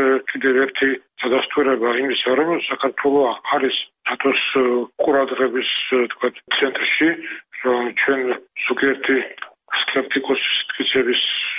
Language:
Georgian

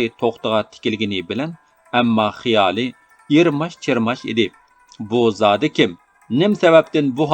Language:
Uyghur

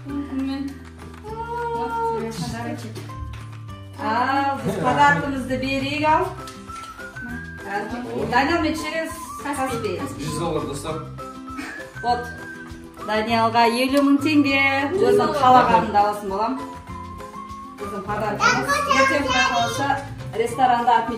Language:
Kazakh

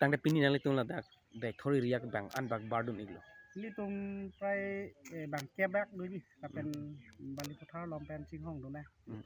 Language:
Karbi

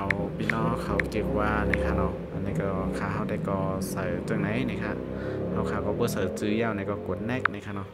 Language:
Shan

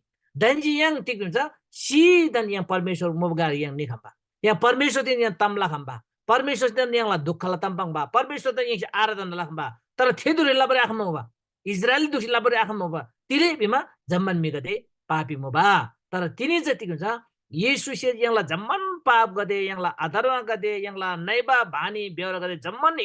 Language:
Eastern Tamang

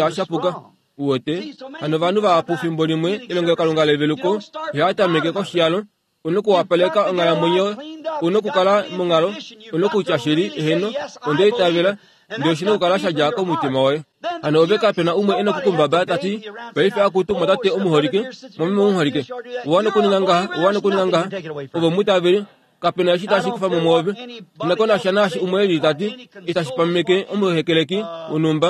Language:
Kuanyama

